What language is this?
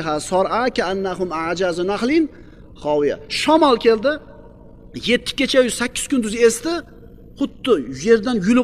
Uzbek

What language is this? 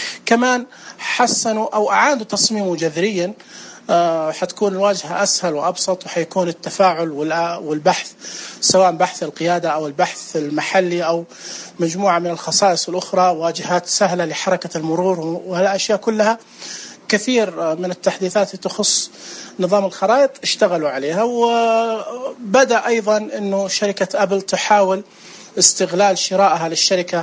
Najdi Arabic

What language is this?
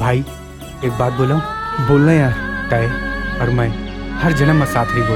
Chhattisgarhi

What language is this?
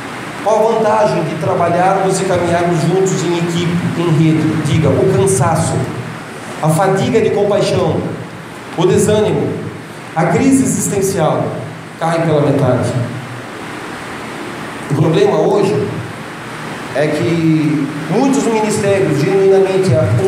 Portuguese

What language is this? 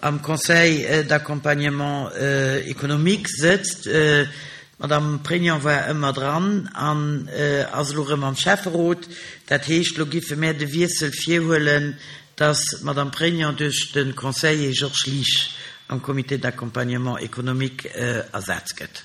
Luxembourgish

